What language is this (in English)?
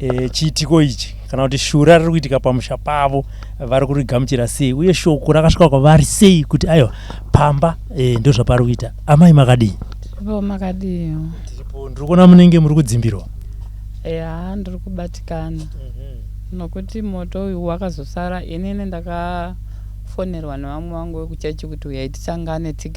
Shona